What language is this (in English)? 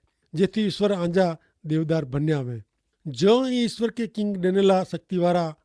Kachhi